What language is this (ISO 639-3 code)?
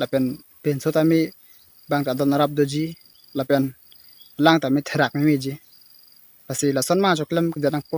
mjw